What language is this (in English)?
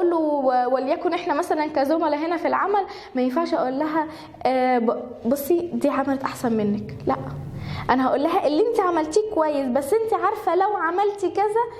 Egyptian Arabic